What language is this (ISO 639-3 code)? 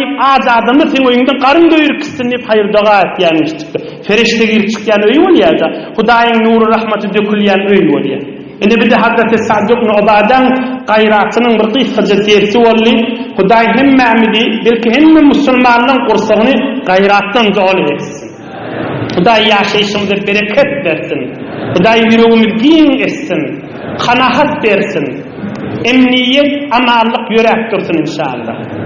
tuk